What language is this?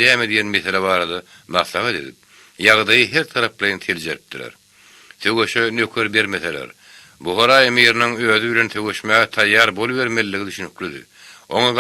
Turkmen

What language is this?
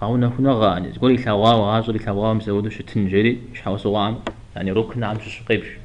Kabardian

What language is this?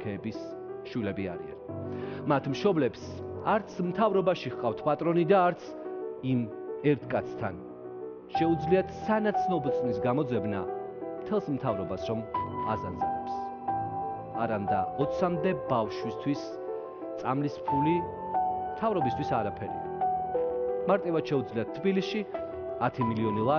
Georgian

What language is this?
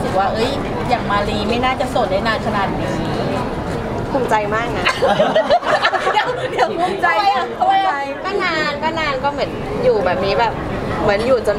Thai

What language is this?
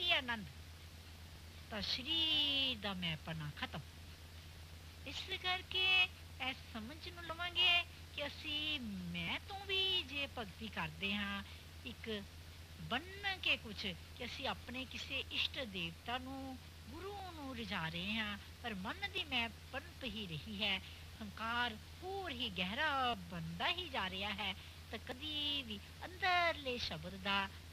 Punjabi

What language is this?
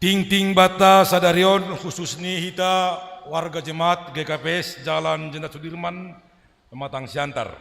Batak Simalungun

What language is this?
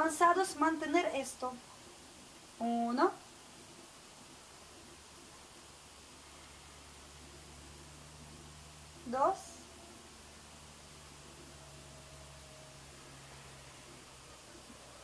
Spanish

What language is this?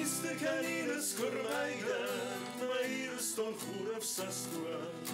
Ossetic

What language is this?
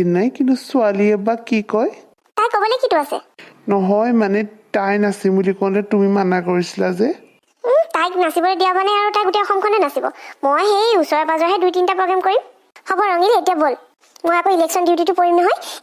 Assamese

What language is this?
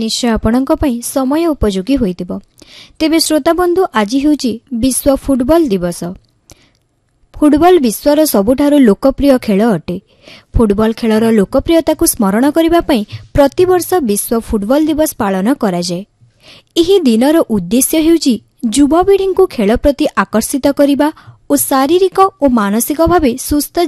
Odia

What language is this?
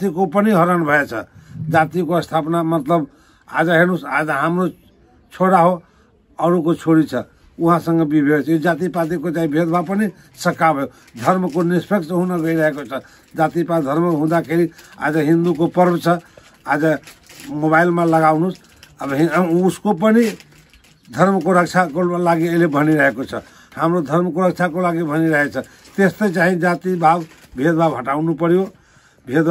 Nepali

